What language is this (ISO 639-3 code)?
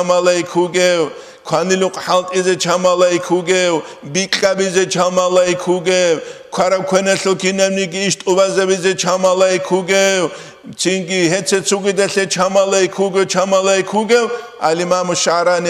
ava